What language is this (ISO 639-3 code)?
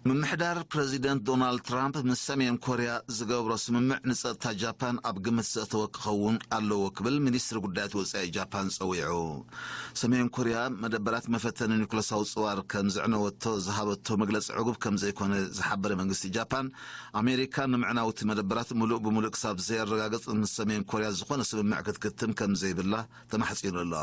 tir